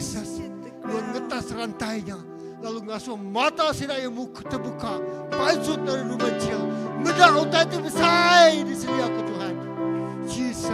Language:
Iban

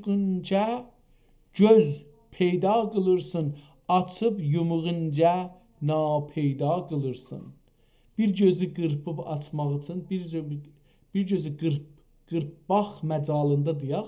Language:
South Azerbaijani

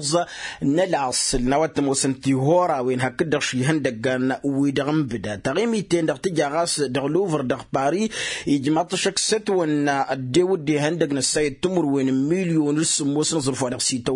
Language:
Tamasheq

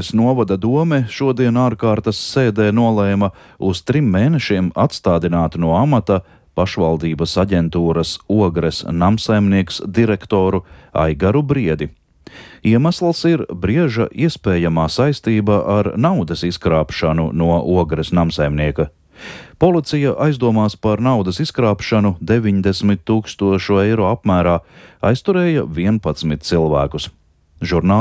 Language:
Latvian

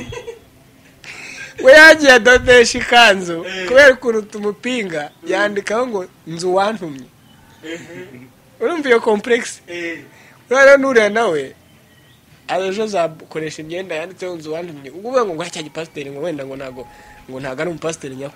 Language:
Kinyarwanda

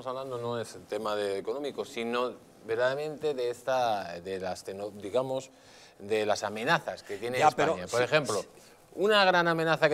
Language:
Spanish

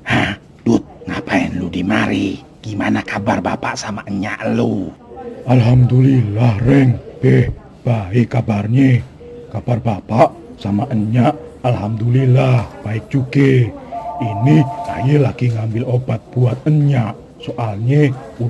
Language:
Betawi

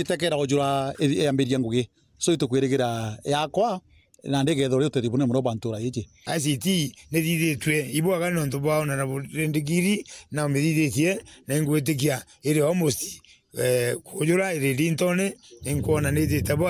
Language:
Meru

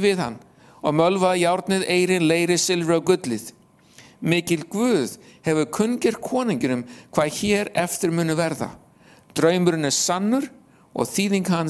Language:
Icelandic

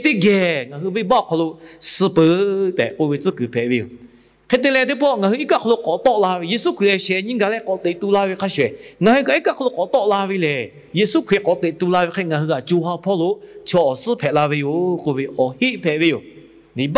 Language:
Lahu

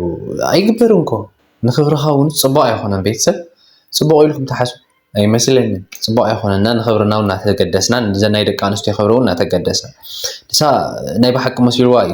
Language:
Tigrinya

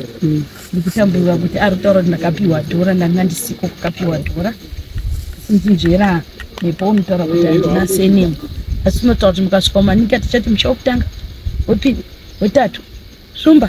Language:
Shona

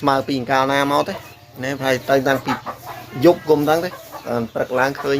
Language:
Khmer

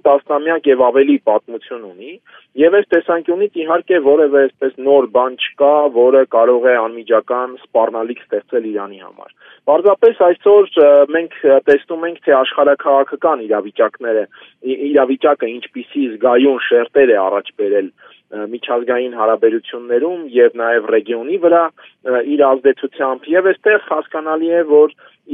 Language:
Armenian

